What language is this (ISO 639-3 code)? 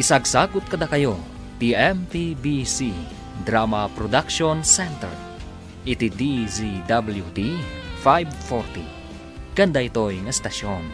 ilo